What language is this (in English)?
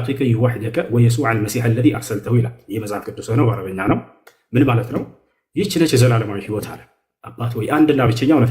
Amharic